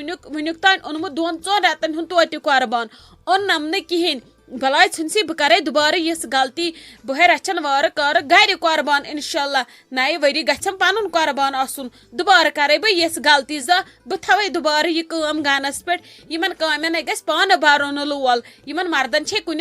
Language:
Kashmiri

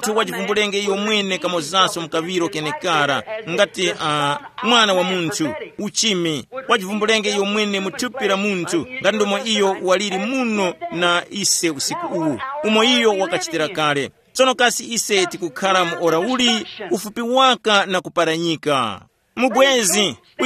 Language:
Tumbuka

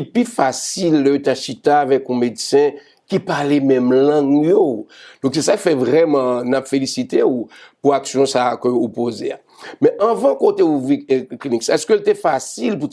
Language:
Haitian Creole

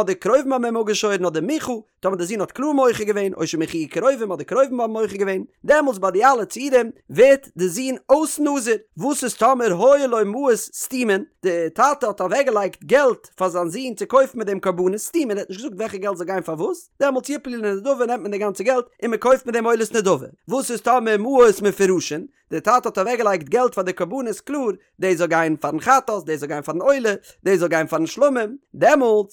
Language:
Yiddish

